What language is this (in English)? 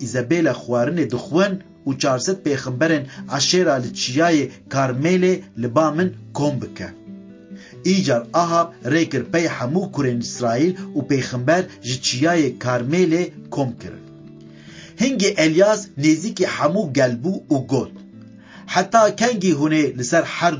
Kurdish